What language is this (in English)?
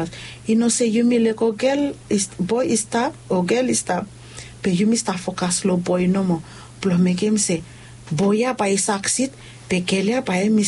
Bislama